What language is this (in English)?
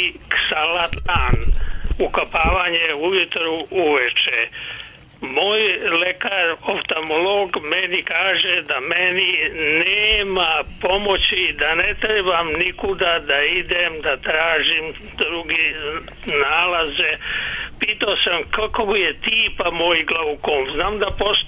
Serbian